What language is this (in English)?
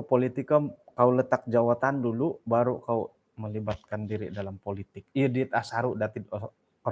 Central Dusun